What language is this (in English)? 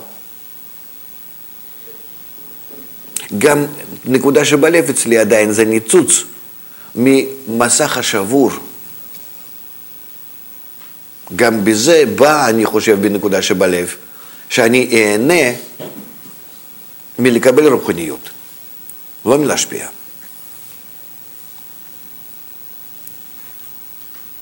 Hebrew